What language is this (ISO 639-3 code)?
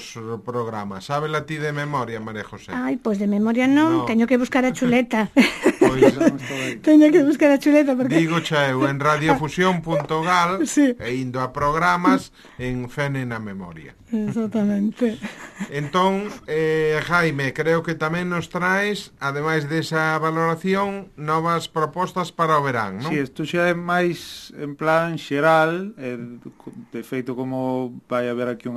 glg